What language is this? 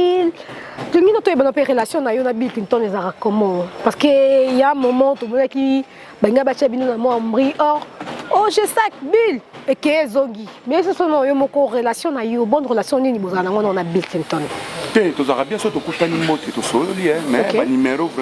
Lingala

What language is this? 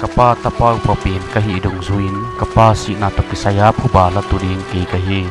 Paite Chin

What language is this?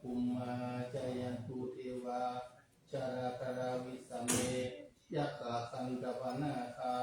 Pali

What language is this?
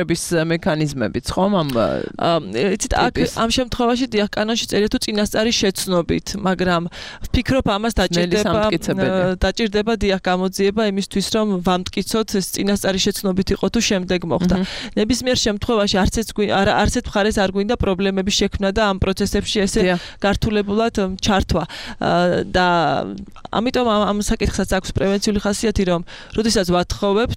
Georgian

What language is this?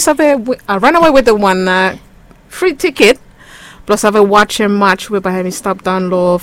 Bislama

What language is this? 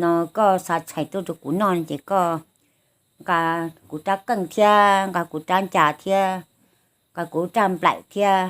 Hmong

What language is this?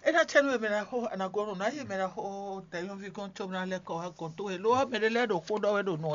Fon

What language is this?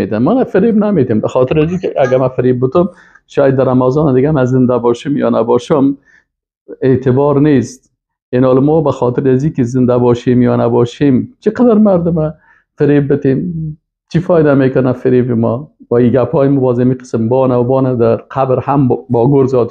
Persian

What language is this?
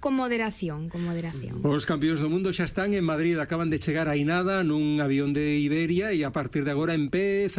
Galician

